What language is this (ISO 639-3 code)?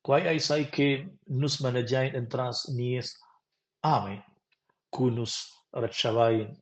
roh